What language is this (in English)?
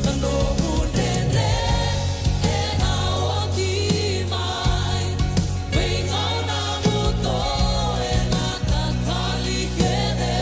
Fijian